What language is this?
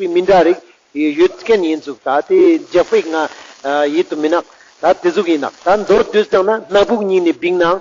Ladakhi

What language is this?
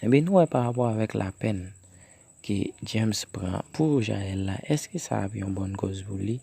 Haitian Creole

